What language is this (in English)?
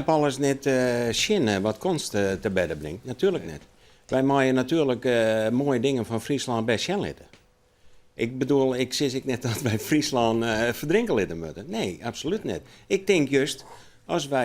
Western Frisian